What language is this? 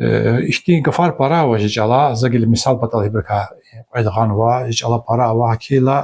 Lezghian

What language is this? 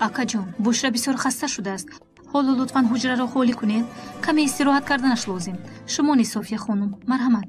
Tajik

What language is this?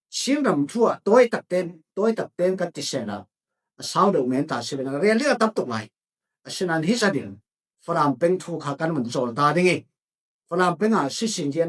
Falam Chin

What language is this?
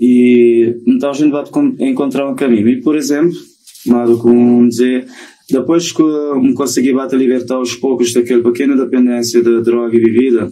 Kabuverdianu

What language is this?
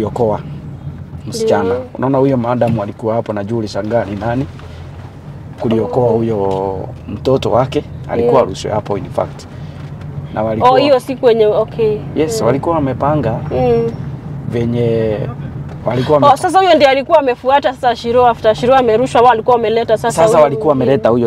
Swahili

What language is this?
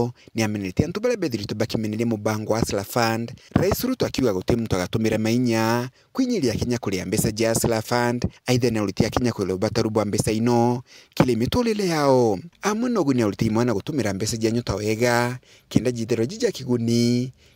Meru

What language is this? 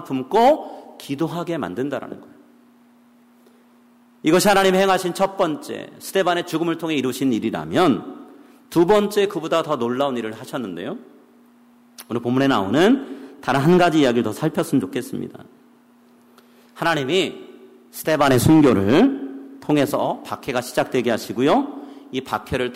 Korean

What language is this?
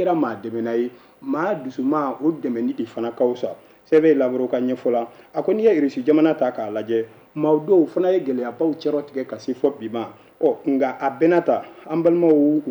Bambara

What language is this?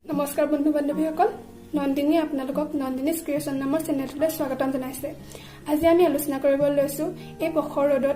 Assamese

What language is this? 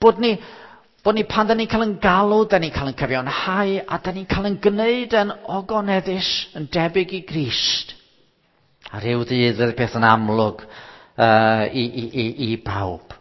Welsh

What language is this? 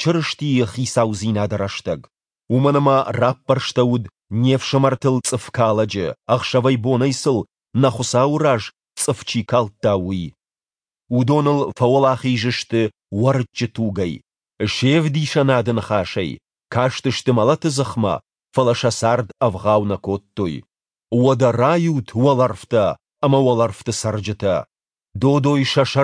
Ossetic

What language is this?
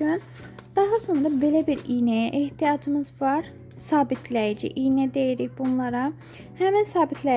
Azerbaijani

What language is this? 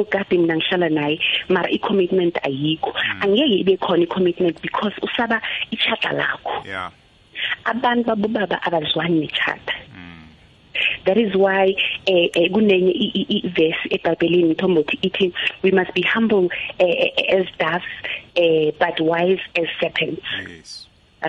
South Ndebele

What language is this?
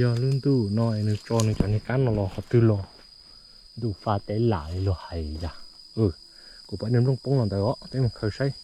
Hmong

